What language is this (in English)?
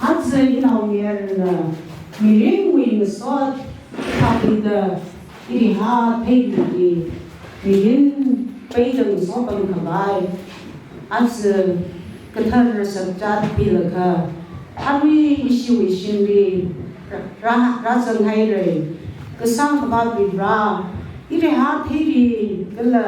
Tangkhul Naga (India)